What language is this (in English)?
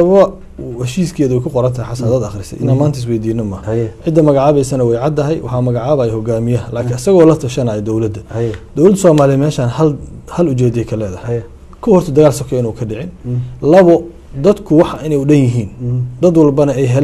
Somali